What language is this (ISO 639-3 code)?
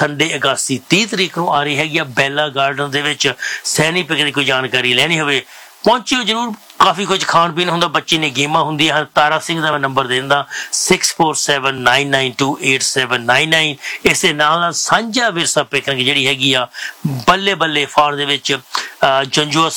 pan